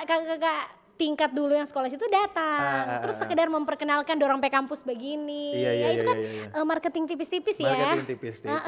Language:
Manado Malay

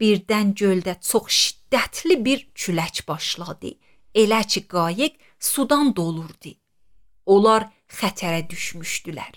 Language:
Azerbaijani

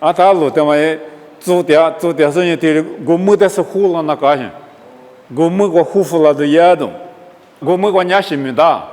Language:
Lisu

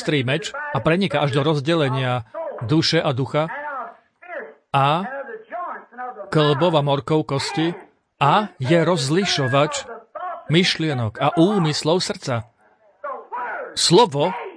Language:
Slovak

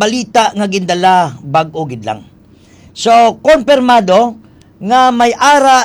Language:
Hiligaynon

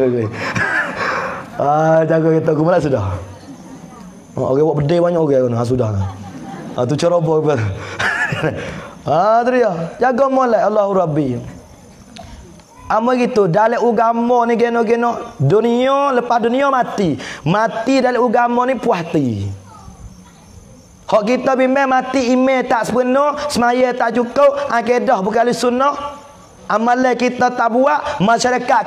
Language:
Pattani Malay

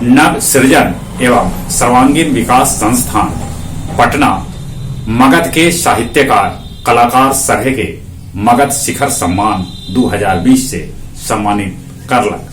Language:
Magahi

